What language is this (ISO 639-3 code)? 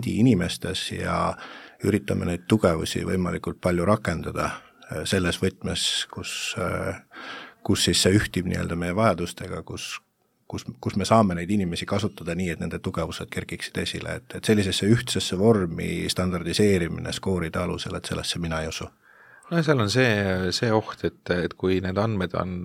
est